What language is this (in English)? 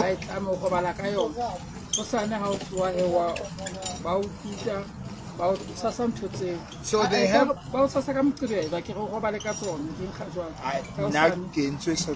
Southern Sotho